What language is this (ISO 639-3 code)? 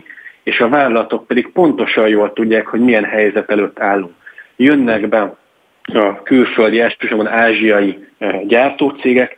hun